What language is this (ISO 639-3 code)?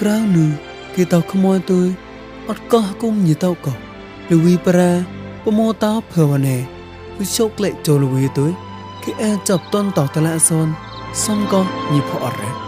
mnw